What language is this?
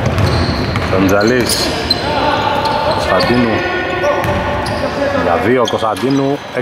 Greek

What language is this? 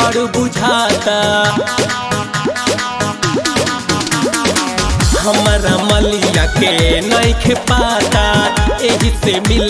Bhojpuri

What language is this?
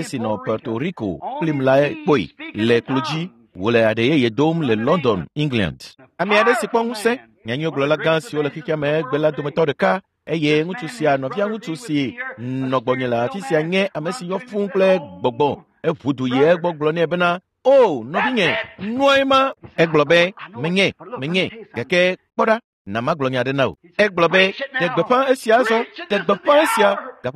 Ewe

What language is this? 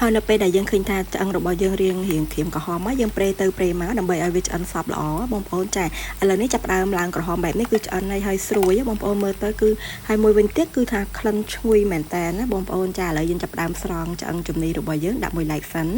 Khmer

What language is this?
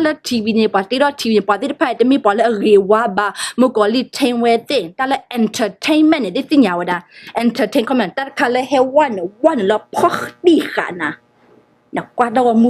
S'gaw Karen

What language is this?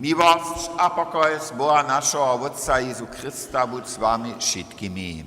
Upper Sorbian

